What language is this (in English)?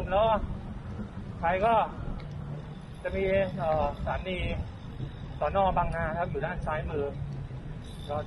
Thai